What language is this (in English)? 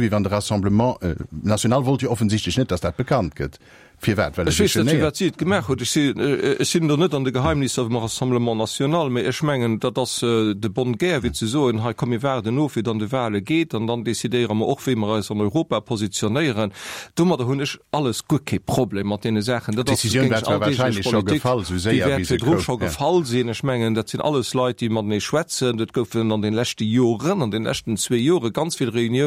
Luxembourgish